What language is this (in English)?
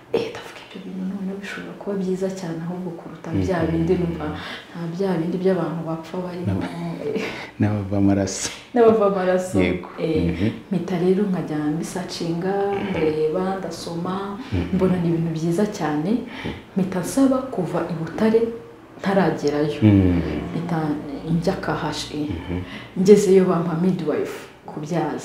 Kinyarwanda